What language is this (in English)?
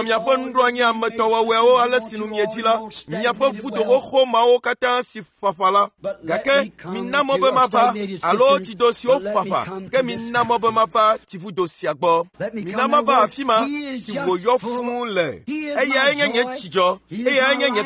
Ewe